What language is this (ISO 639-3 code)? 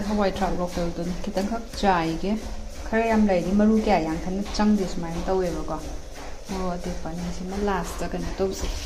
mni